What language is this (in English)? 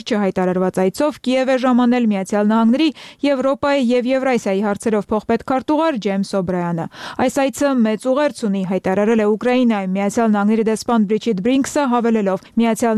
Armenian